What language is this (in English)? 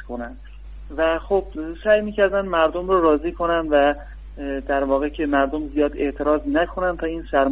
Persian